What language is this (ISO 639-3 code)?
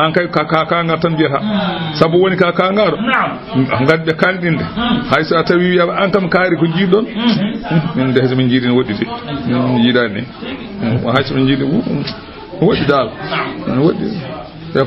ful